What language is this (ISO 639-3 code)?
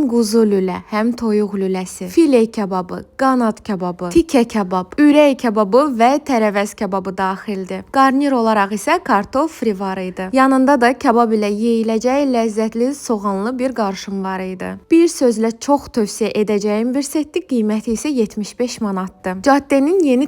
aze